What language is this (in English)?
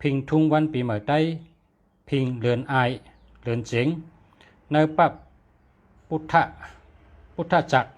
Shan